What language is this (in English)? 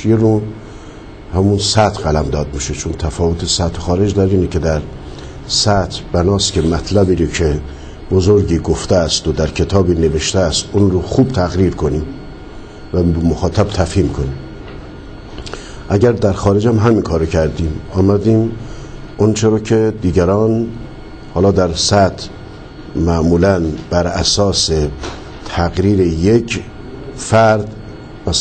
Persian